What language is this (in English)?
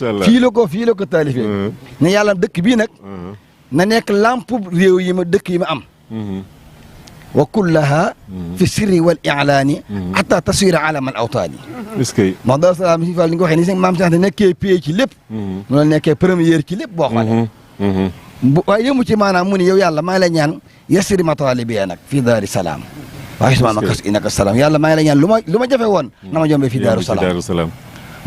Wolof